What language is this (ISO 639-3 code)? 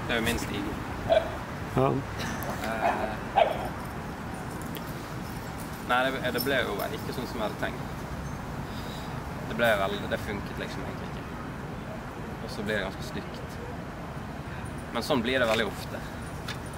nor